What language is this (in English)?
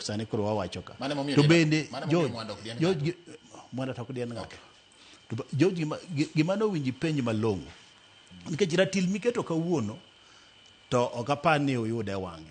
Luo (Kenya and Tanzania)